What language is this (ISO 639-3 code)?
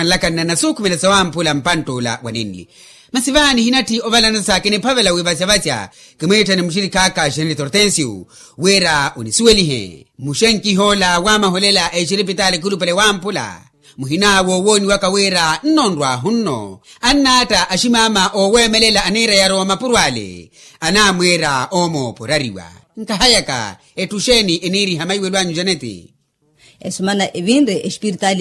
vmw